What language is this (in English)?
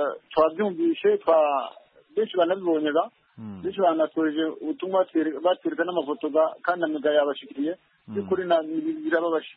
Kinyarwanda